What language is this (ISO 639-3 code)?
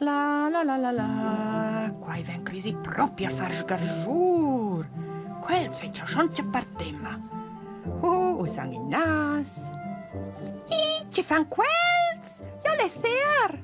roh